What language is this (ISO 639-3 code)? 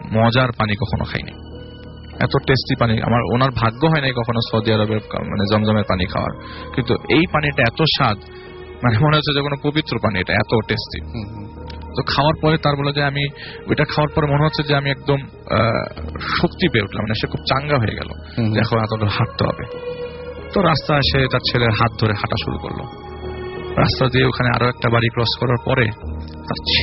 ben